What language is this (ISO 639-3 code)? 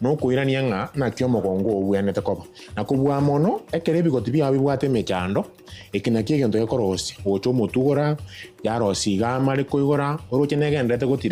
guz